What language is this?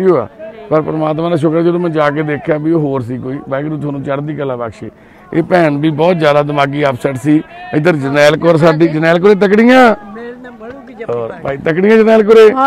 Punjabi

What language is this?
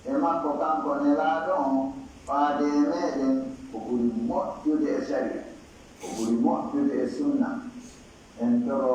Pular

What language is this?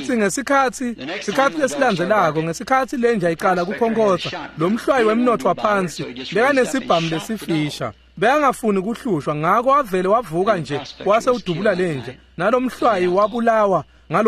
Swati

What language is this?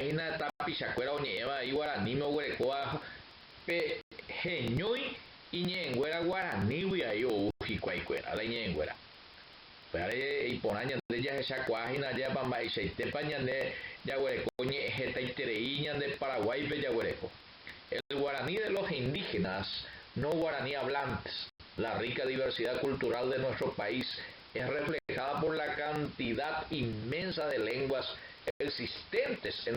Guarani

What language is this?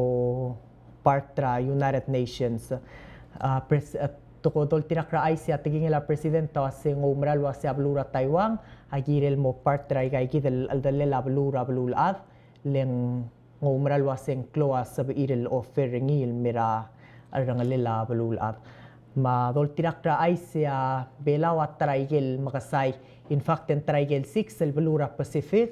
Palauan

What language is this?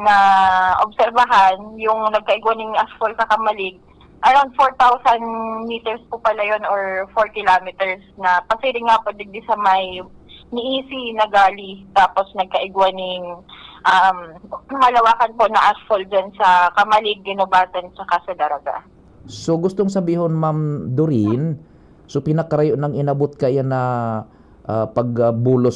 Bikol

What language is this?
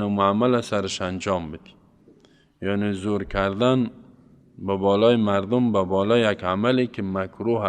Persian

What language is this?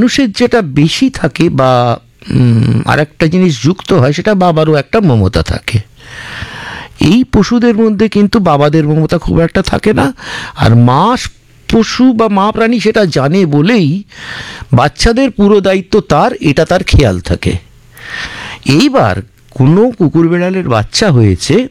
Bangla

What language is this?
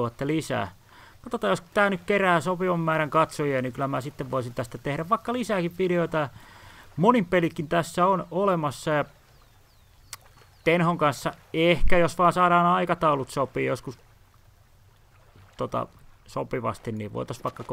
Finnish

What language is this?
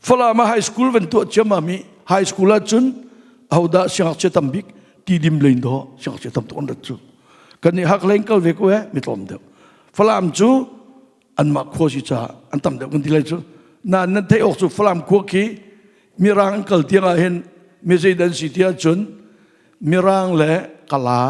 Hakha Chin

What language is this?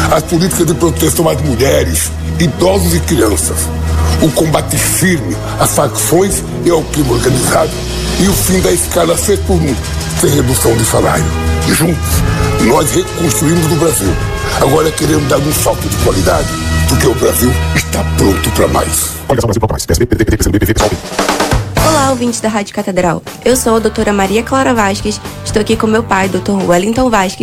Portuguese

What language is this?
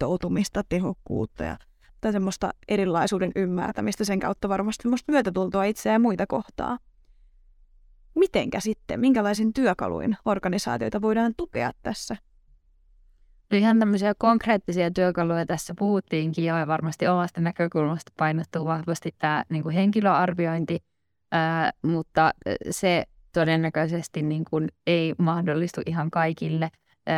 Finnish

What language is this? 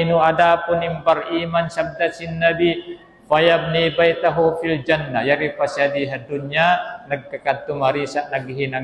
Tausug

